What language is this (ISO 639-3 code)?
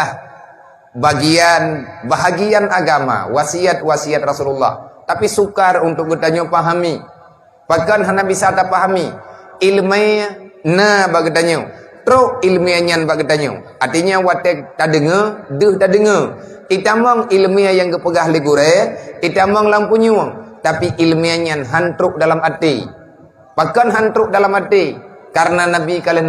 ace